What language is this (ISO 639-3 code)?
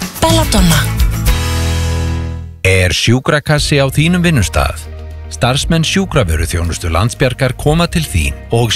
isl